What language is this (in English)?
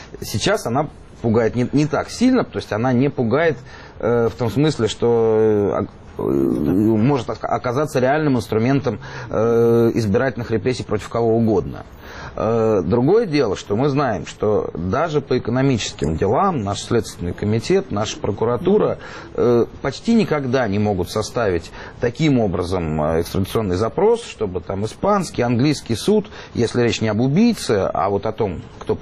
Russian